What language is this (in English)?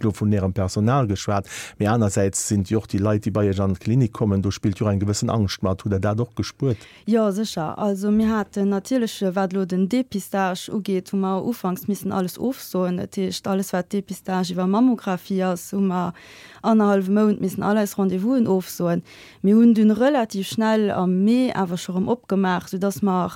Luxembourgish